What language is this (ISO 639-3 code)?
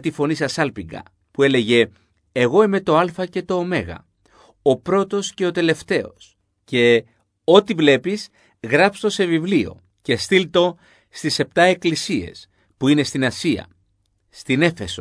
ell